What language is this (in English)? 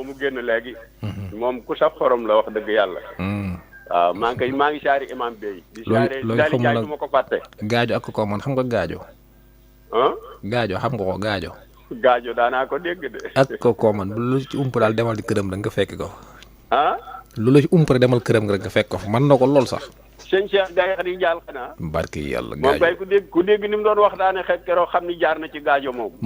Wolof